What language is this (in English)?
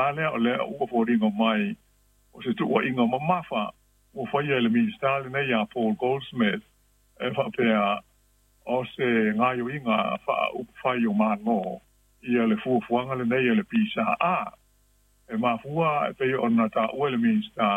Samoan